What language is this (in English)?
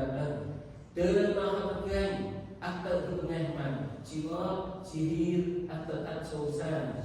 Central Mnong